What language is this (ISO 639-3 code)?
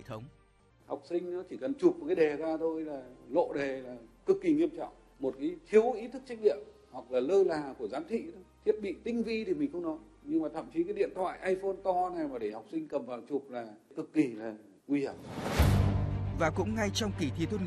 vie